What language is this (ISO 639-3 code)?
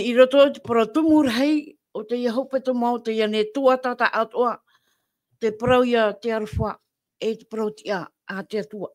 tah